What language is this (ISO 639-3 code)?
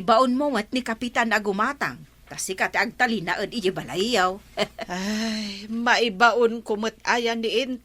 ilo